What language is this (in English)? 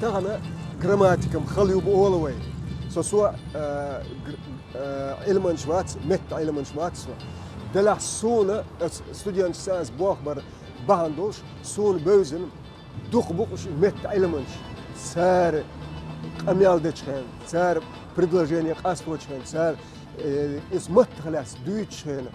Chechen